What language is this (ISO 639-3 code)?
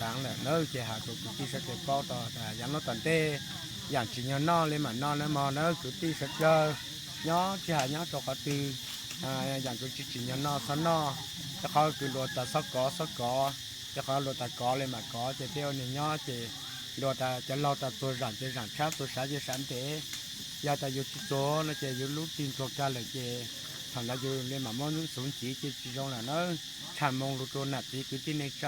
hmn